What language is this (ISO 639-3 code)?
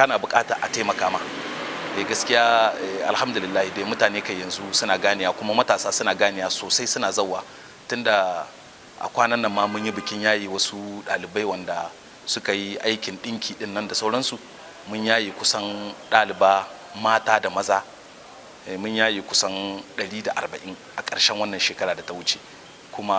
hau